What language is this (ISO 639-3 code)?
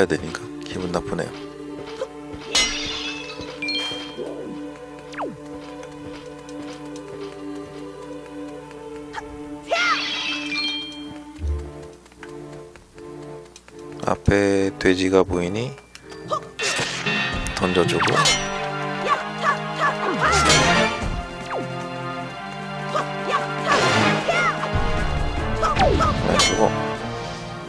kor